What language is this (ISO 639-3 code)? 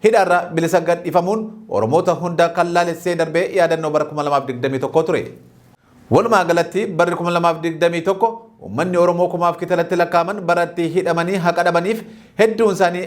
orm